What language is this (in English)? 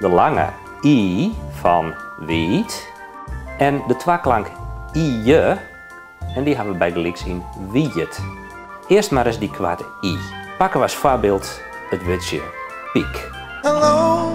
Western Frisian